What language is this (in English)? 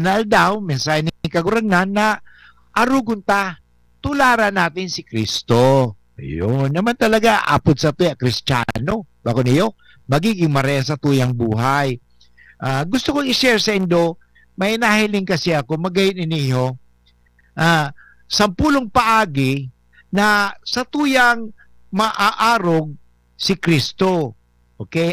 Bikol